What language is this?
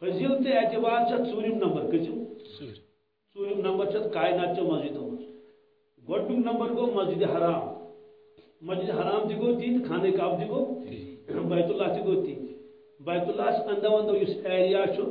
Kashmiri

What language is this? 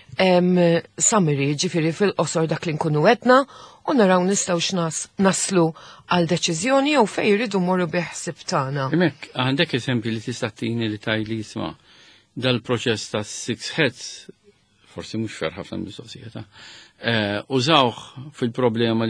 Maltese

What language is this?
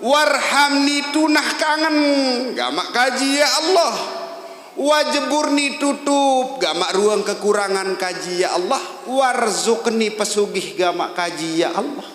Sasak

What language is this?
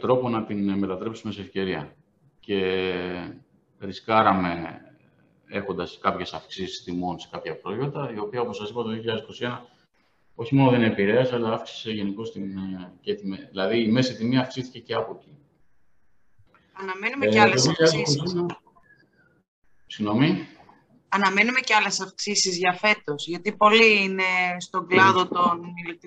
Greek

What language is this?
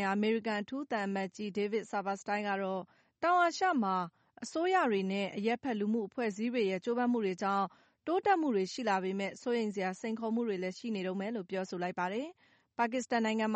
Burmese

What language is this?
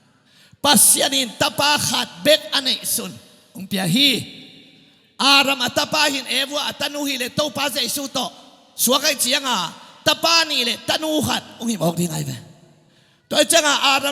Tedim Chin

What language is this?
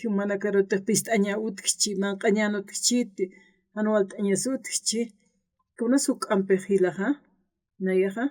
Aymara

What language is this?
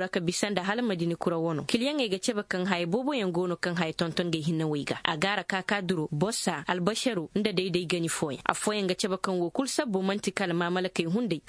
Koyraboro Senni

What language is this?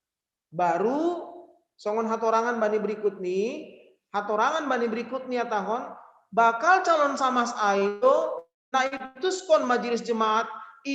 Batak Simalungun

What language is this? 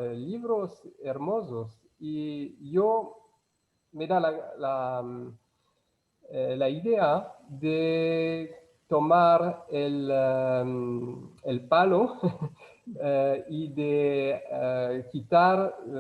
Ladino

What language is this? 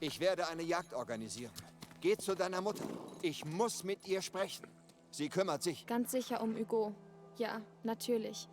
Bavarian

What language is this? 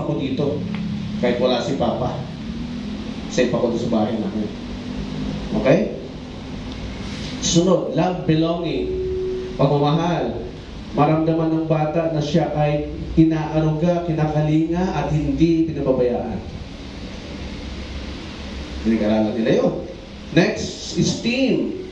Filipino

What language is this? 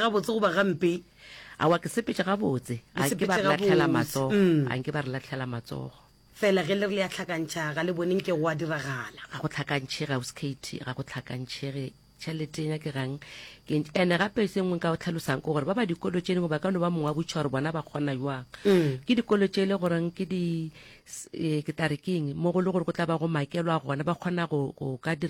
Northern Sotho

